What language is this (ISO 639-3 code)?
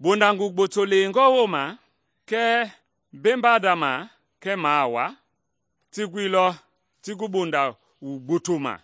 men